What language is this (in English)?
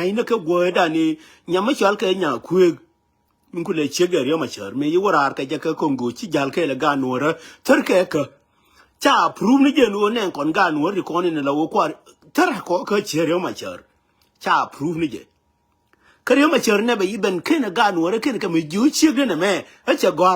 Nuer